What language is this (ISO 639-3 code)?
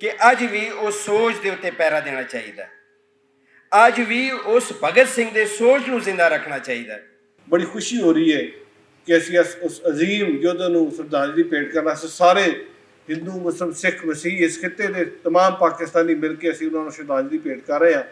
lah